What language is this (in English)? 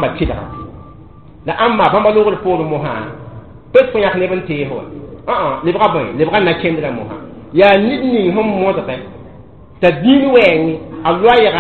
Mossi